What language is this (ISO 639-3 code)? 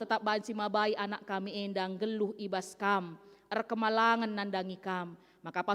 btx